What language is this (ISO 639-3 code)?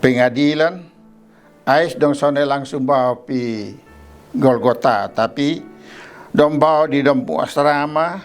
mkn